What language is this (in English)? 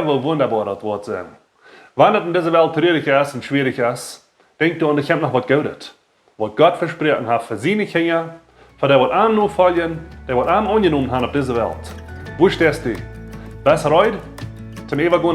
Plautdietsch